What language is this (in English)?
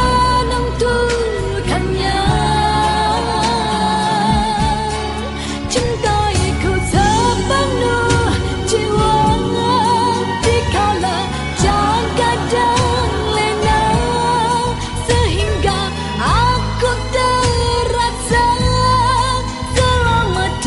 Malay